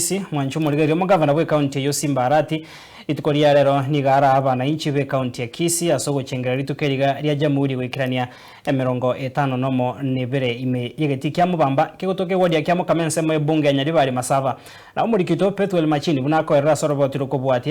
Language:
Gusii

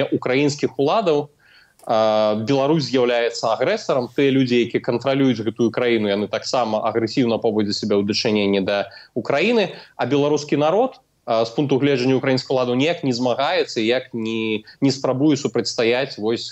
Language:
Belarusian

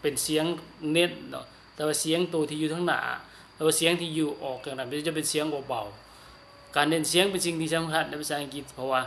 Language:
Lao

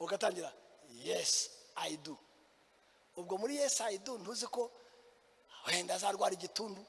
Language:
Kinyarwanda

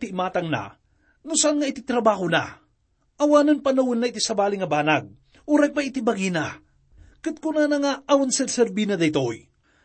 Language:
Iloko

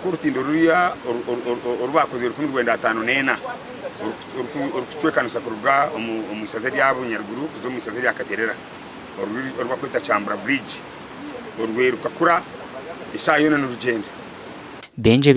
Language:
Nyankole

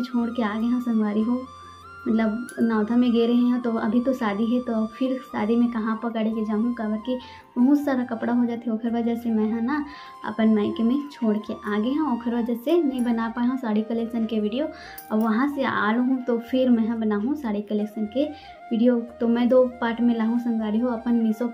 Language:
Chhattisgarhi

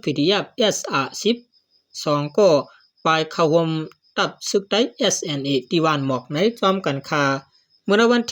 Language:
Shan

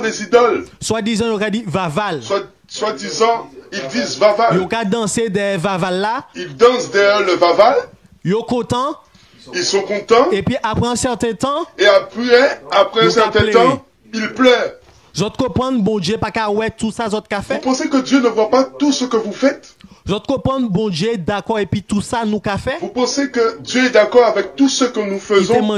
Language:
Guadeloupean Creole French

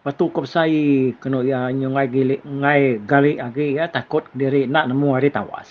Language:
Iban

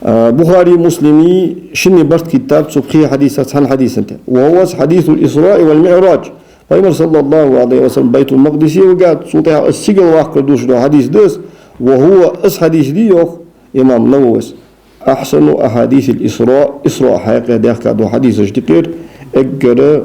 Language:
Ingush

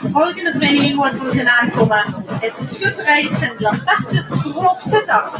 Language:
Limburgish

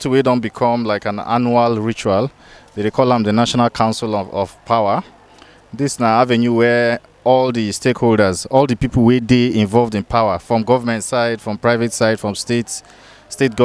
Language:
Nigerian Pidgin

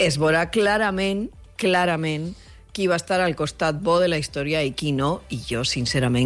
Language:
Catalan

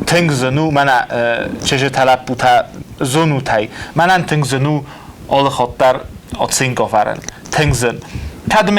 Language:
Ossetic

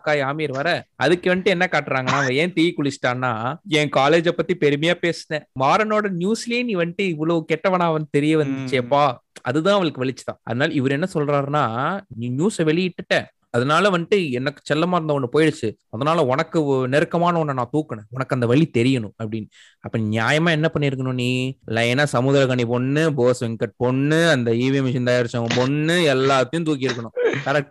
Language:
Tamil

